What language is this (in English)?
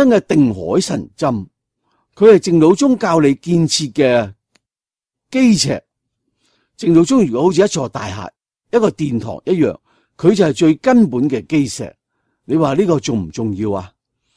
Cantonese